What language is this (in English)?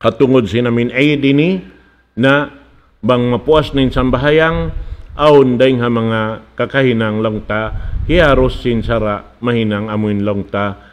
Tausug